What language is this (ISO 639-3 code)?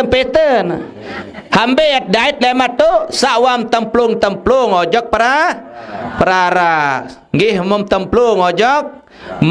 sas